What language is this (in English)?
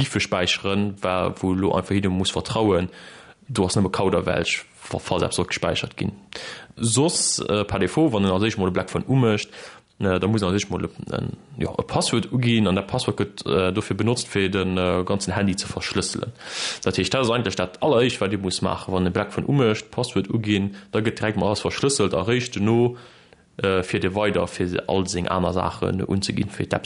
Luxembourgish